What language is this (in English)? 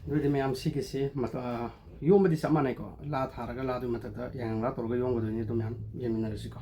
Manipuri